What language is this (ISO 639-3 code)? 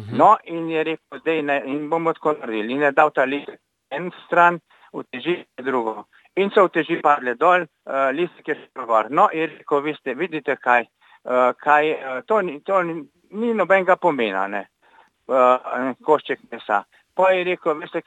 slv